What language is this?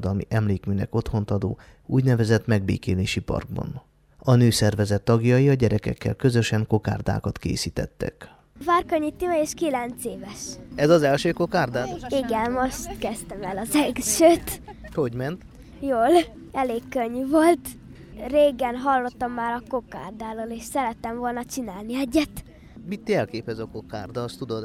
Hungarian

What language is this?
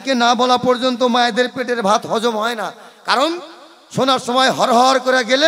Bangla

